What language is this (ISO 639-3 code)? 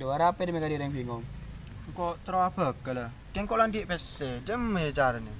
mad